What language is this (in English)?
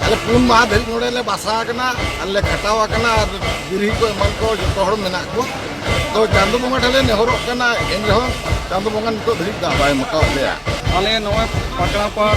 Santali